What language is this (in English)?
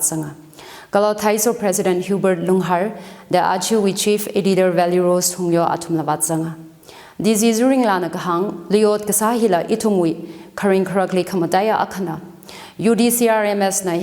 Tangkhul Naga (India)